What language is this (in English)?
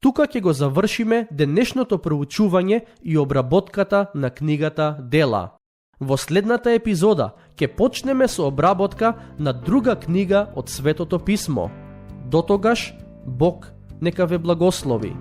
Macedonian